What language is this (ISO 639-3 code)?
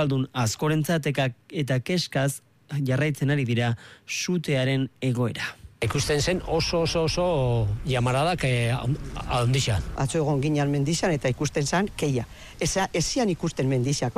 eus